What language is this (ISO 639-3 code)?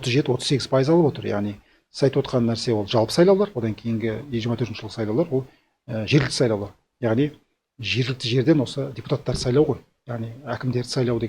kaz